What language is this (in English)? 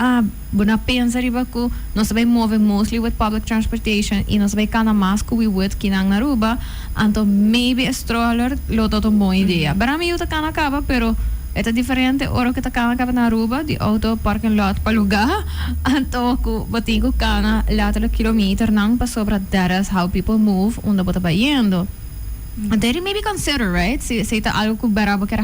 Papiamento